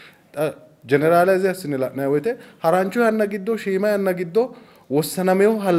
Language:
Sidamo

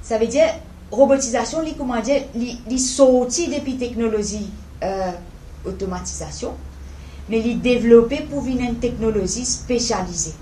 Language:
Morisyen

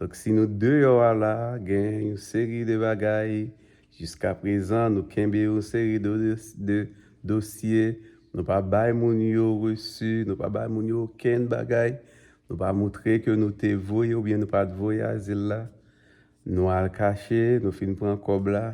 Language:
Haitian Creole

